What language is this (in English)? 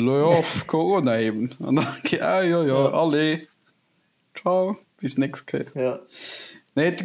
Luxembourgish